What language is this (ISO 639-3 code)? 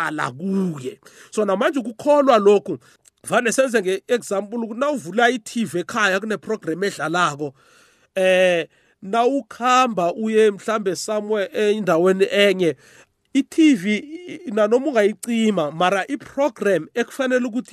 nbl